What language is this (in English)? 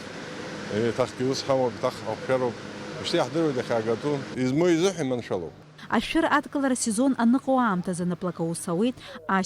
Abkhazian